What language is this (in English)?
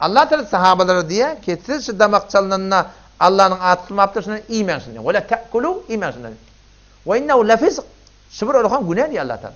Turkmen